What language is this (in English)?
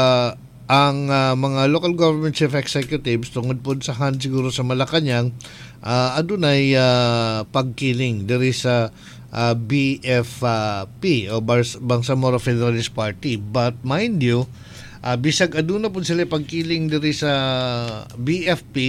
Cebuano